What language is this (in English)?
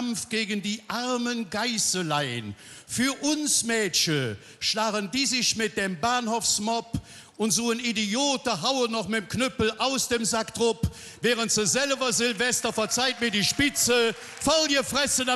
Colognian